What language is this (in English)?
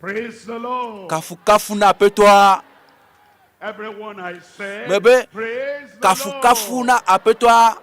Ewe